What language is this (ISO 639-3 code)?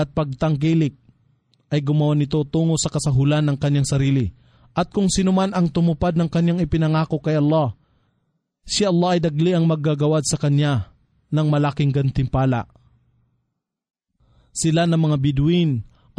fil